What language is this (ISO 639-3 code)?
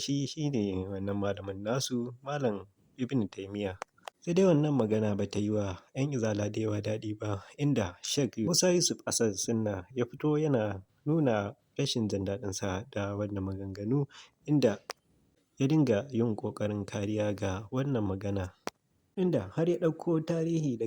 hau